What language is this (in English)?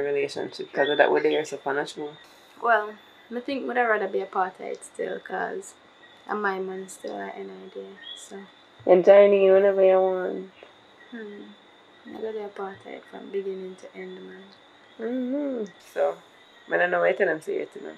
Jamaican Creole English